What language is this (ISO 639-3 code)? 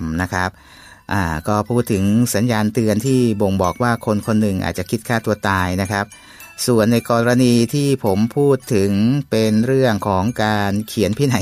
tha